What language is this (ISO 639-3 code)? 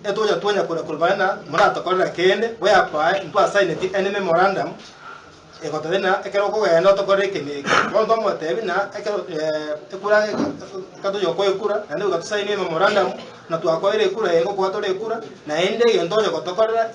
guz